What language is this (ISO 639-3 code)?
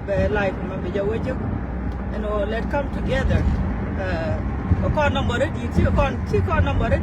nus